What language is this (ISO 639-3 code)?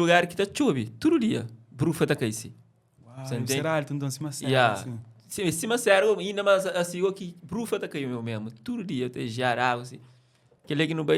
kea